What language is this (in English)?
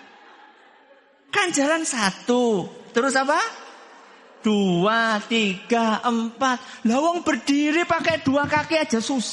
Indonesian